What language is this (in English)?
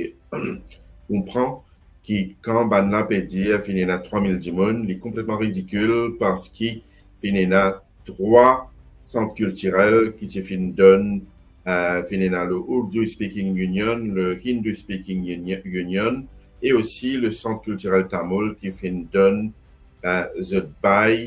Morisyen